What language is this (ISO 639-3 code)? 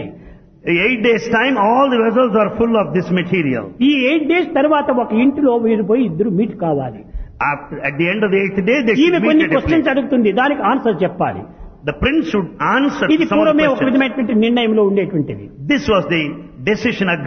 tel